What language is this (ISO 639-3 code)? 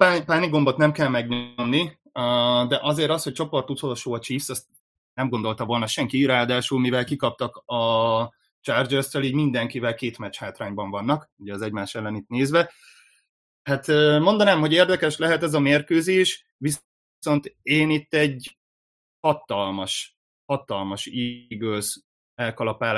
hun